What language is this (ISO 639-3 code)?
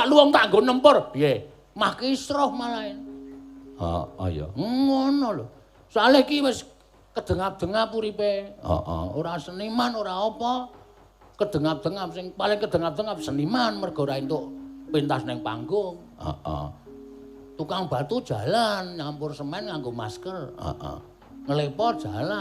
jav